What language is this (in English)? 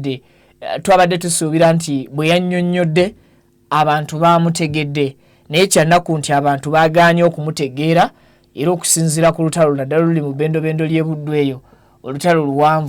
Ganda